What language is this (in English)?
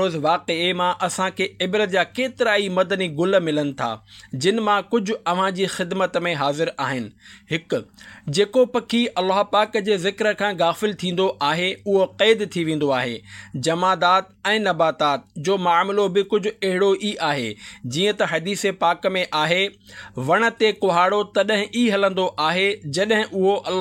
Sindhi